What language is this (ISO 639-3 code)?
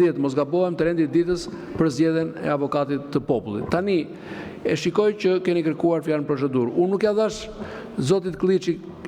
sqi